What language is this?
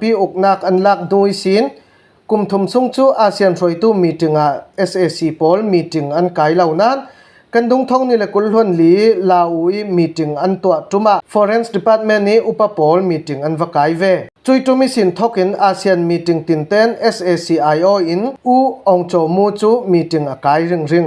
Falam Chin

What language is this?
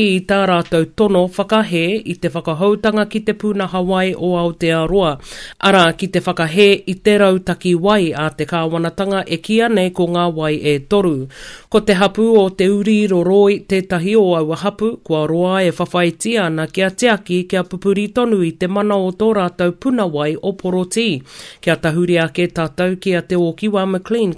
Māori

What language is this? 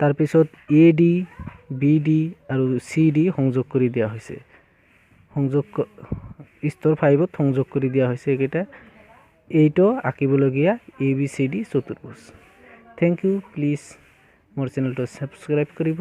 Assamese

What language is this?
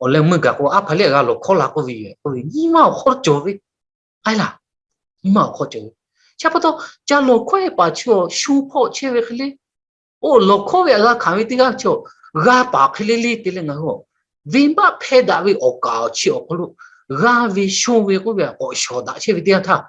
Lahu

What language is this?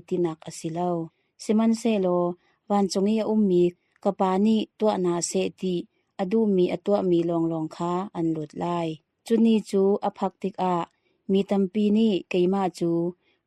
Hakha Chin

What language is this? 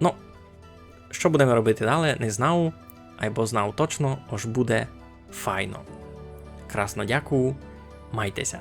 Rusyn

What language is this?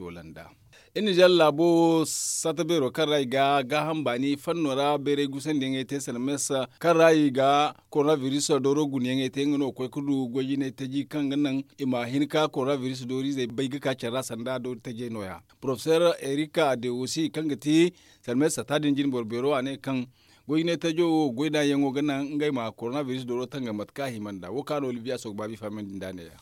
Zarma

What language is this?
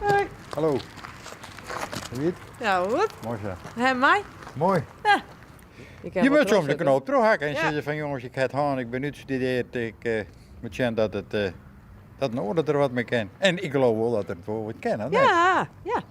Western Frisian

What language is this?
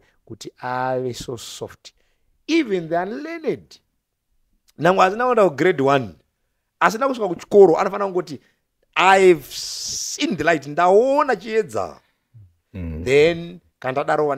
Shona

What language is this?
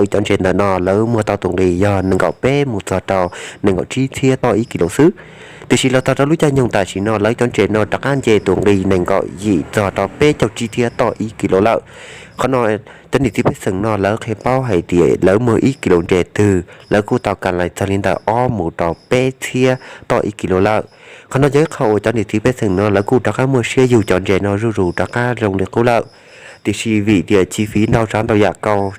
Hmong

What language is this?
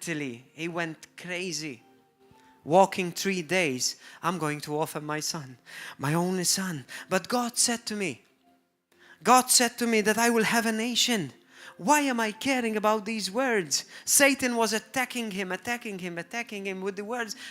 English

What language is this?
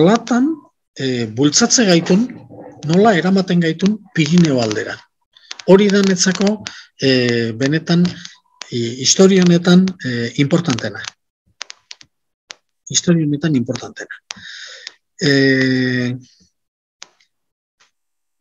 Basque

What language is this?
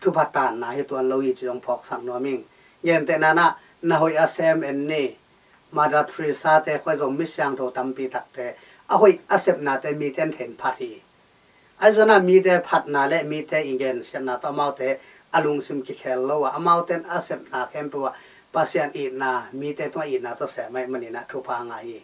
Tedim Chin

